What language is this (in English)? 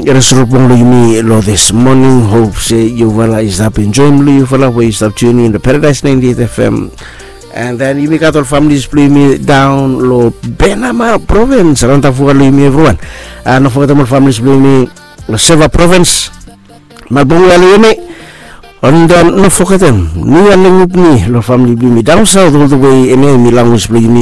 Bislama